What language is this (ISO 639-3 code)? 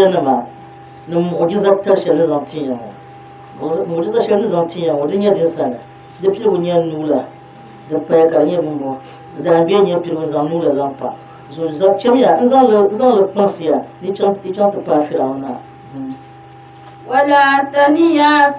dag